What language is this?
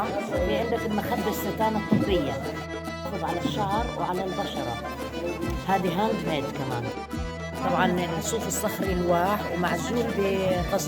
North Levantine Arabic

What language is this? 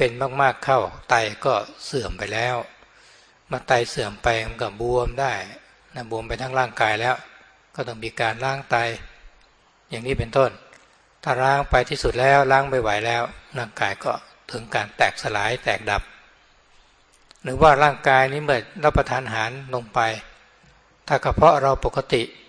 Thai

